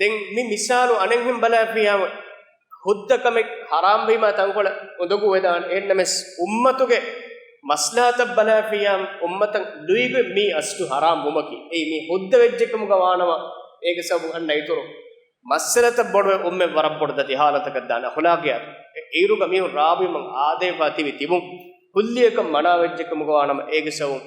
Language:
Divehi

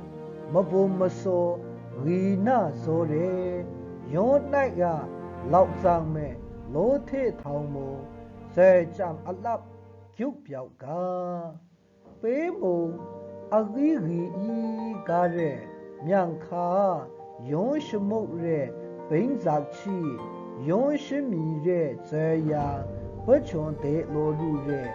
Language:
Maru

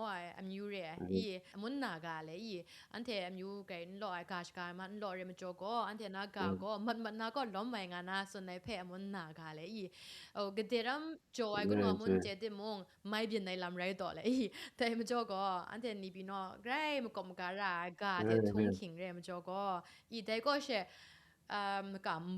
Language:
Kachin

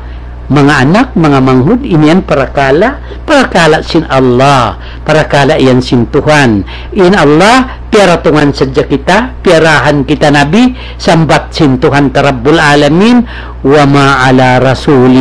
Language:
Tausug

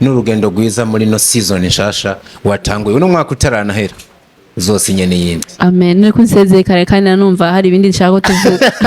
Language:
Rundi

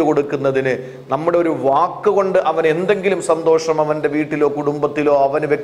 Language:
Malayalam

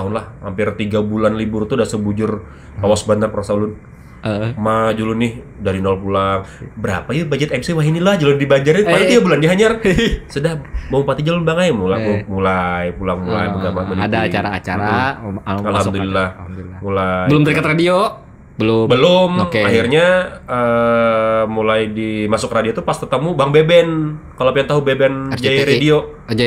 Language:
Banjar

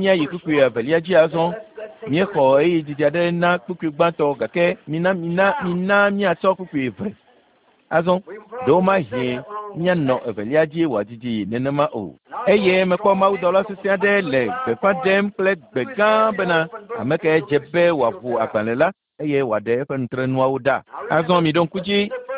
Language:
Ewe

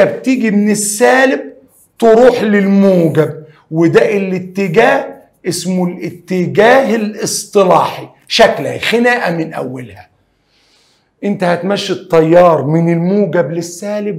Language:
Egyptian Arabic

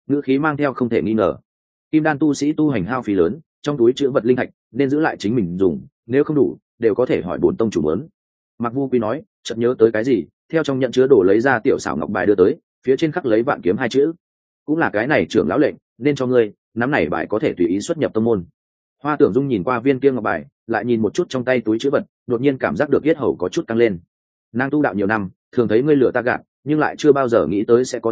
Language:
Vietnamese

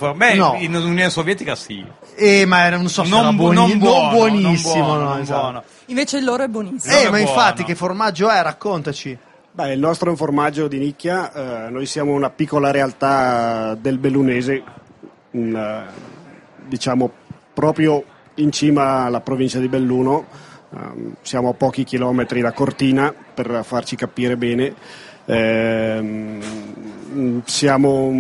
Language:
Italian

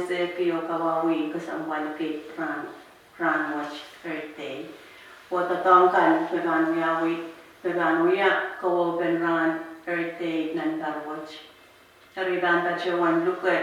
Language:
Pohnpeian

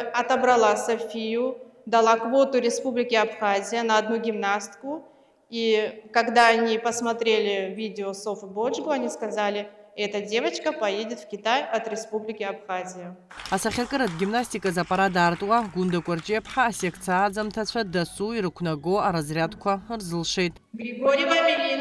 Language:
Abkhazian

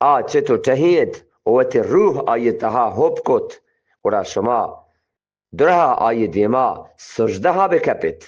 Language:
Eastern Balochi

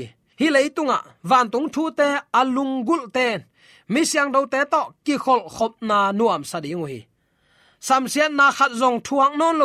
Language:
Tedim Chin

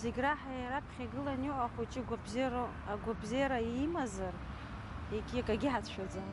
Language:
Abkhazian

